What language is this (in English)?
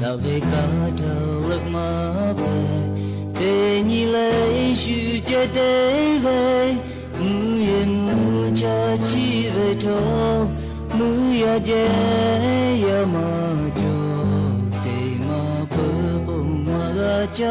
Lahu